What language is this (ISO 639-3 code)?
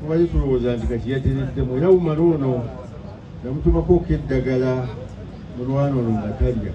lug